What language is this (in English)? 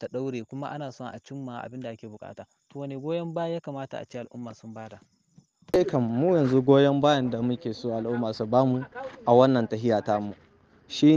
Hausa